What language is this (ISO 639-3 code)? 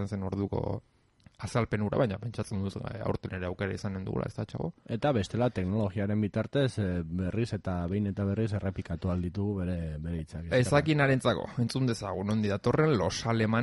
eus